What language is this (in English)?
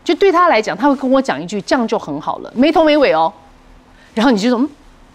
Chinese